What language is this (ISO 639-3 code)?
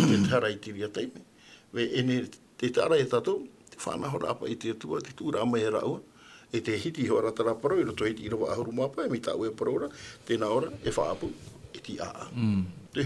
tah